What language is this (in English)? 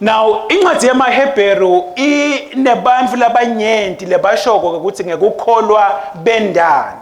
Swati